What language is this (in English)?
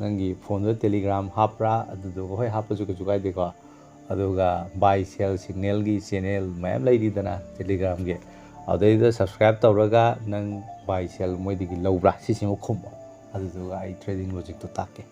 Manipuri